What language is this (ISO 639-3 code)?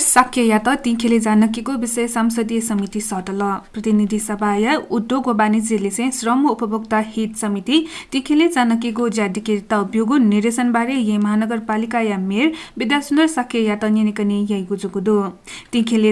new